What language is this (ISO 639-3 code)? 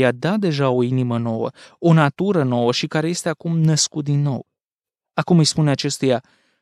ron